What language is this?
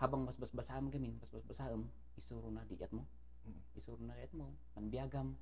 Kankanaey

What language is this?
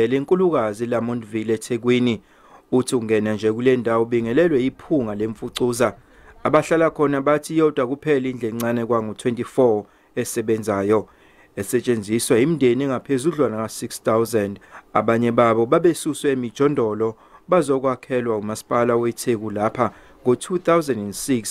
Zulu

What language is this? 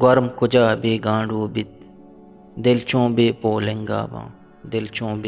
Eastern Balochi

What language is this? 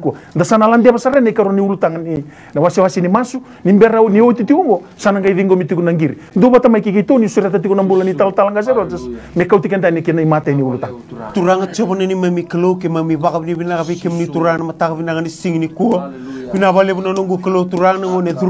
Fijian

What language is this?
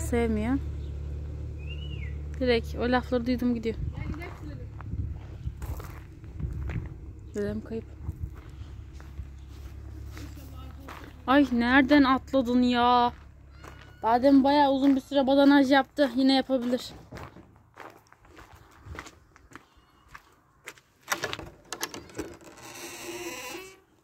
Turkish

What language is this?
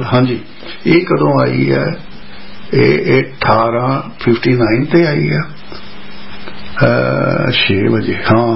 Punjabi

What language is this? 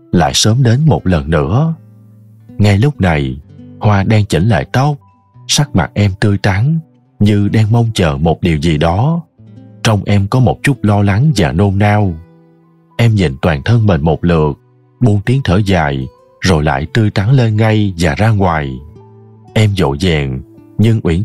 Vietnamese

